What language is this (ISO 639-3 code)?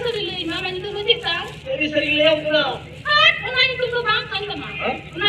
sat